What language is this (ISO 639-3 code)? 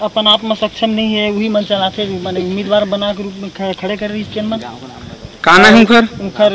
hne